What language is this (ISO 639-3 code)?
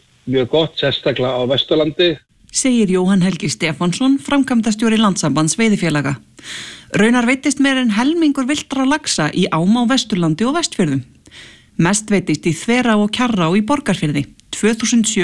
isl